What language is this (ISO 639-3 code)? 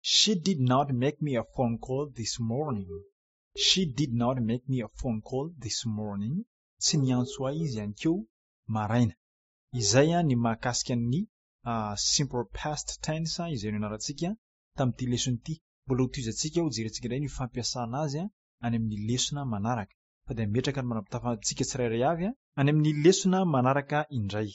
mlg